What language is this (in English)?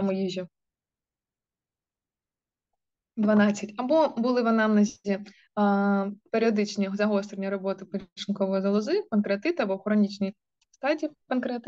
Ukrainian